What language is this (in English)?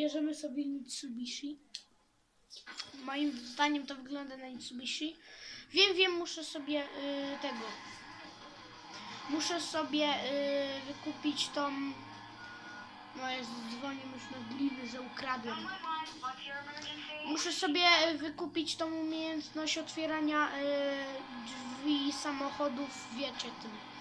Polish